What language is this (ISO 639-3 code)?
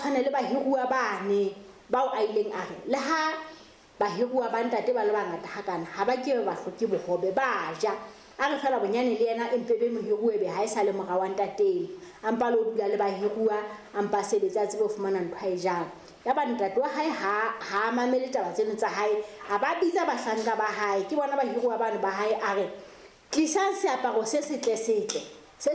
sot